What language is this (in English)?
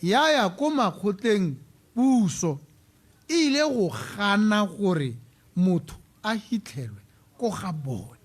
Tswana